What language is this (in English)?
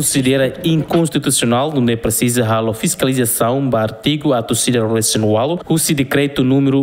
Tetum